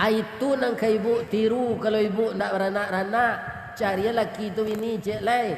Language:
Minangkabau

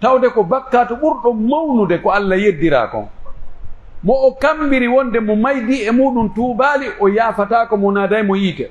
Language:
Pular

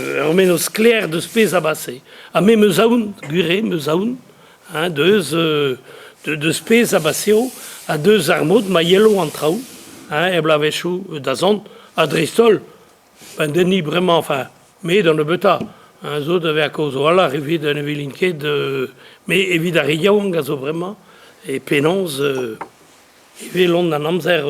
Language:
Breton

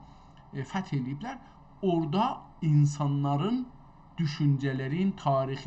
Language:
South Azerbaijani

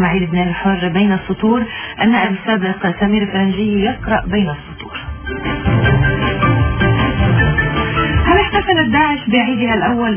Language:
North Levantine Arabic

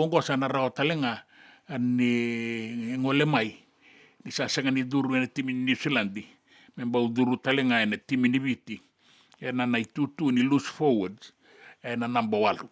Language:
Fijian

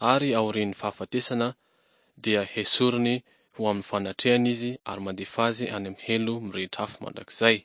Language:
Malagasy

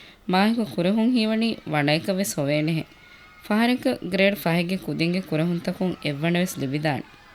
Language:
Divehi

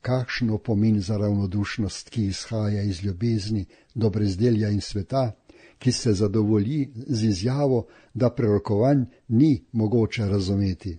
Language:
Slovenian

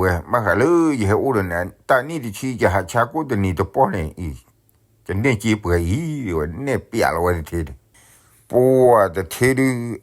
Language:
S'gaw Karen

